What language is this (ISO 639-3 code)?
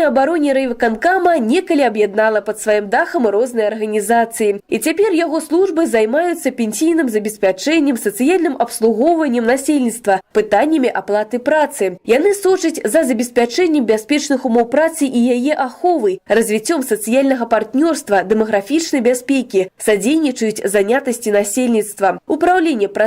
bel